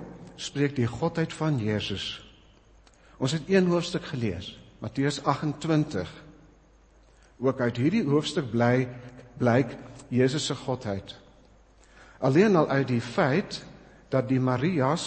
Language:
Afrikaans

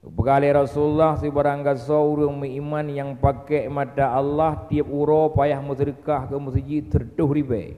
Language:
Achinese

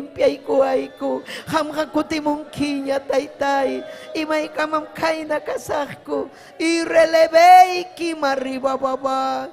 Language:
Ayacucho Quechua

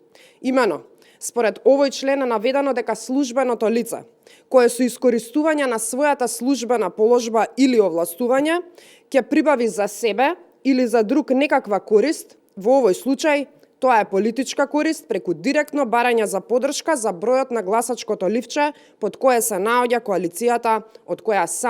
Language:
Macedonian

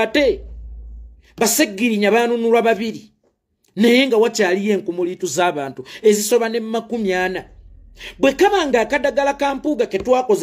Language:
Ganda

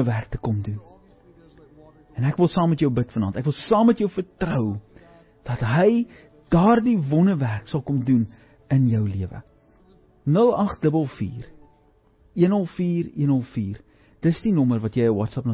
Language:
Afrikaans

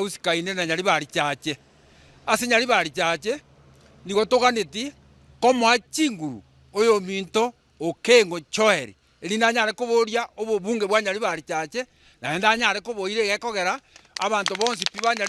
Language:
Gusii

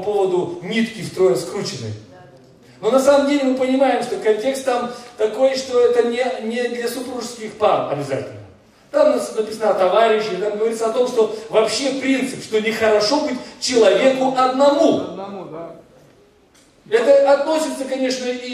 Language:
Russian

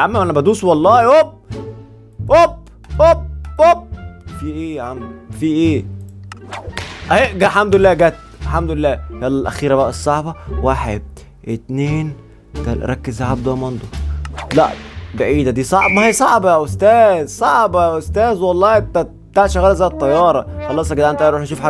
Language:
Egyptian Arabic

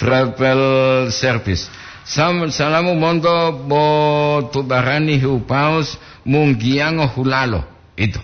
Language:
Gorontalo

